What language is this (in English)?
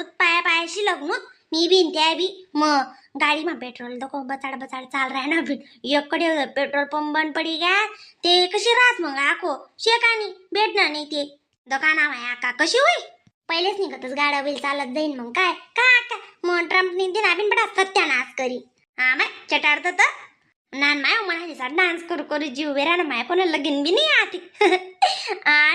Khandesi